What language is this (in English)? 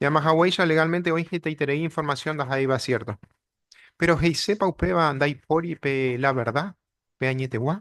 Guarani